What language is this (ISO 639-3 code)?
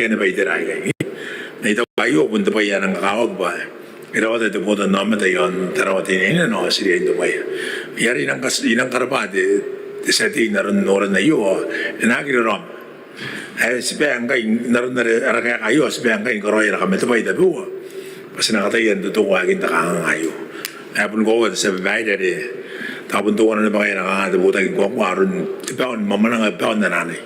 gil